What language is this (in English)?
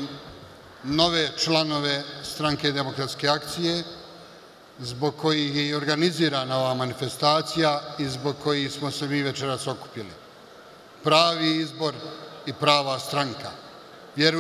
Bosnian